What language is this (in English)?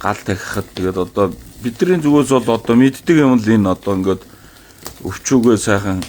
Mongolian